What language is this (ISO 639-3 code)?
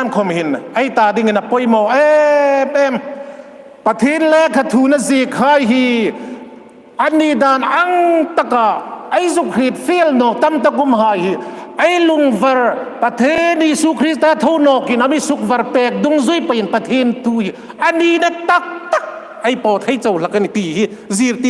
hmr